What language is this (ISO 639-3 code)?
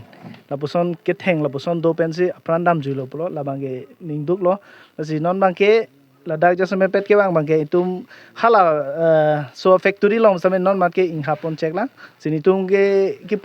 mjw